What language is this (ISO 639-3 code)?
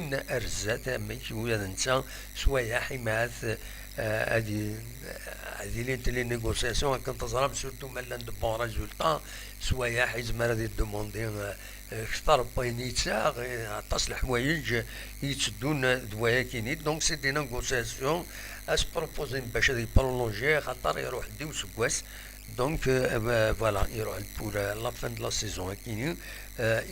kab